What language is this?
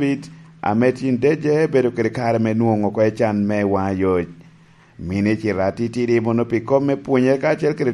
Lango (Uganda)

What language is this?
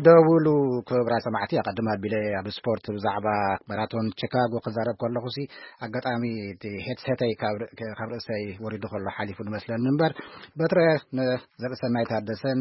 Tigrinya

